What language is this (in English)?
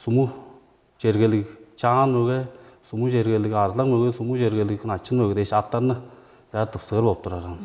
Tuvinian